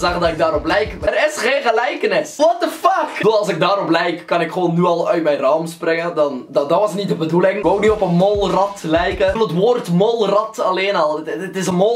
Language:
Dutch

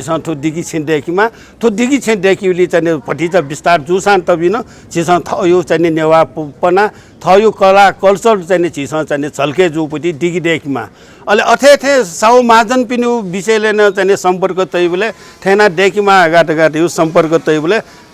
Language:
Newari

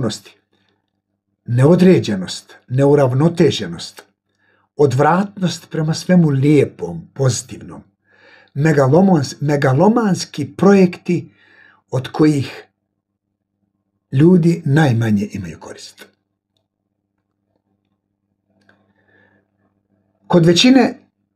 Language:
Bosnian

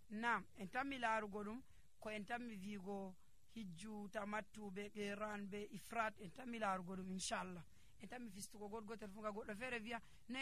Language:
Nigerian Fulfulde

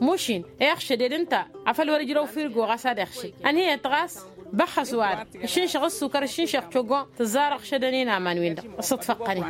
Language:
Tamasheq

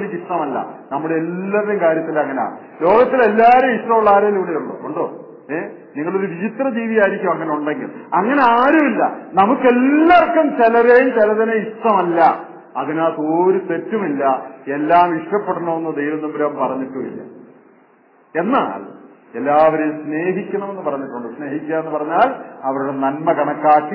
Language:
Malayalam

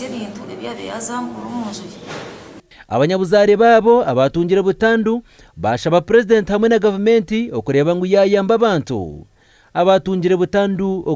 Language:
Nyankole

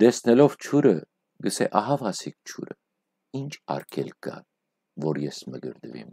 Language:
Western Armenian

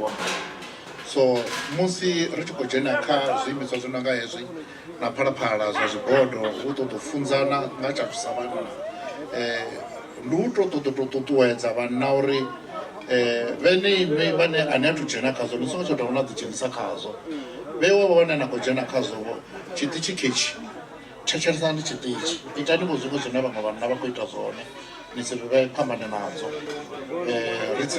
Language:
Venda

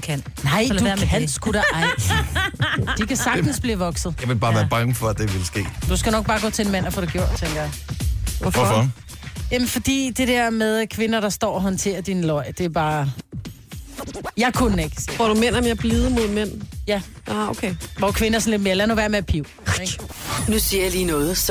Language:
Danish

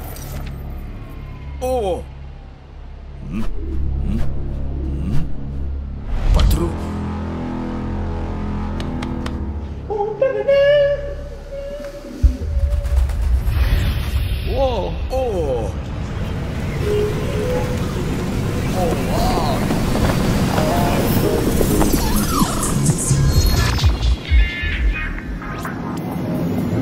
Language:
Romanian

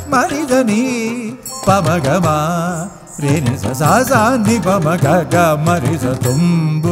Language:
Malayalam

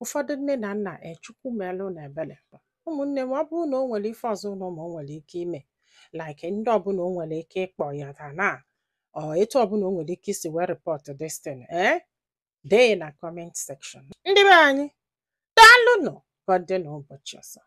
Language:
Igbo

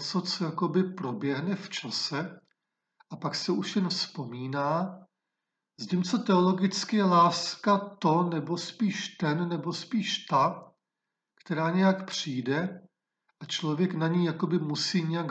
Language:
Czech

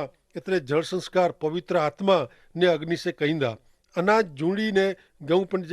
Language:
Kachhi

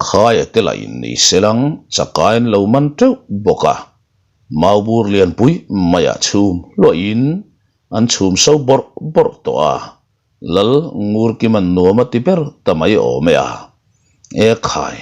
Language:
Mizo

